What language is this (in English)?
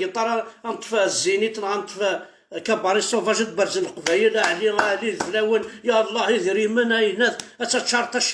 Kabyle